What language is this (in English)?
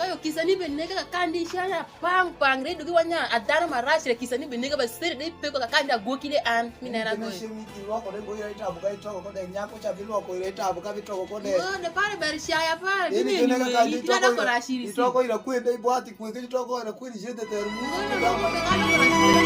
Alur